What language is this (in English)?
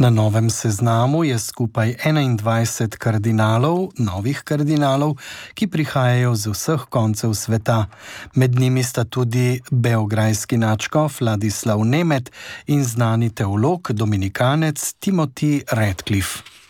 Slovenian